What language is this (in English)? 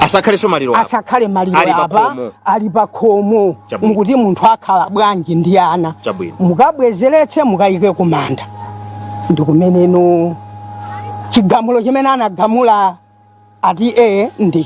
Nyanja